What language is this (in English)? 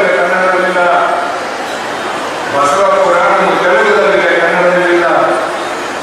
Kannada